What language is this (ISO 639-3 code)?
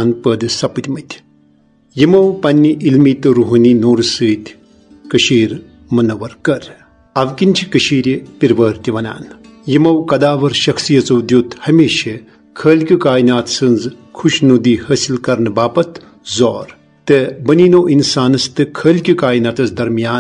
kas